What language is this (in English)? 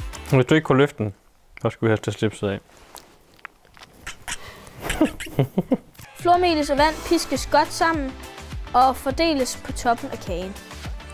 Danish